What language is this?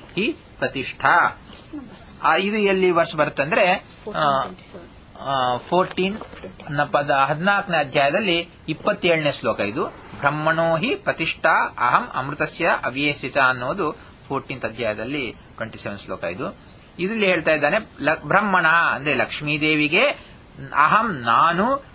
Kannada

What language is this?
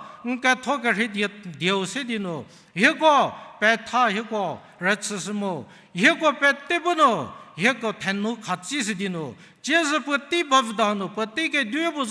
Angami Naga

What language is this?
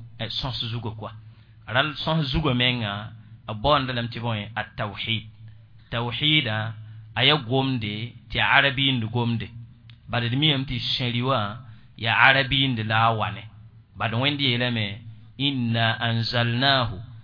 Mossi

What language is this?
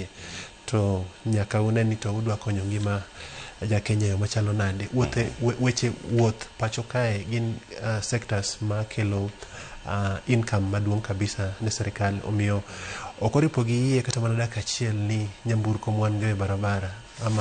Luo (Kenya and Tanzania)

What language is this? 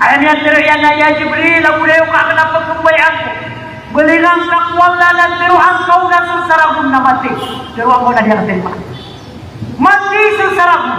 Maranao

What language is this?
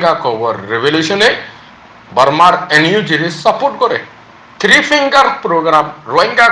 Rohingya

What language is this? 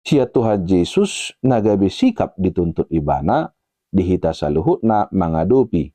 Batak Toba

